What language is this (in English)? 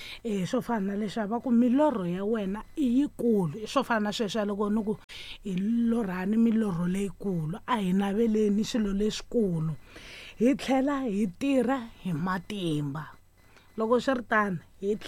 Tsonga